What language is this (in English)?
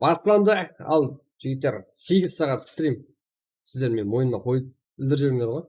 Kara-Kalpak